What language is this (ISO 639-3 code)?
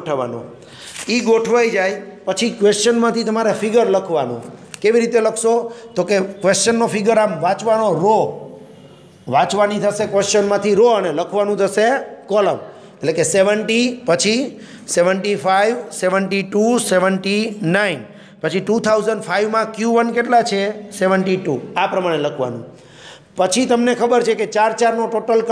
guj